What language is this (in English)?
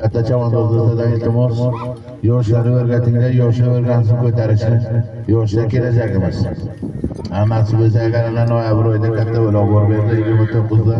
Uzbek